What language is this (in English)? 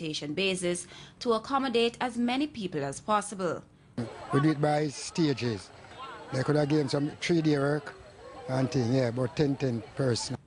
Jamaican Creole English